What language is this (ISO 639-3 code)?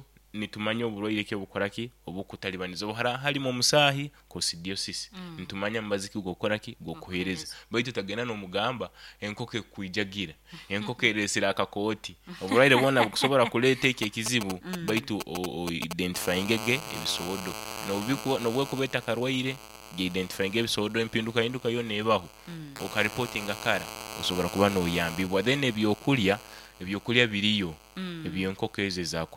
nyo